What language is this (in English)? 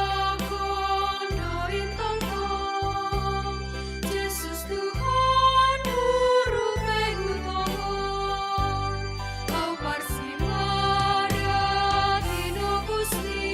Batak Simalungun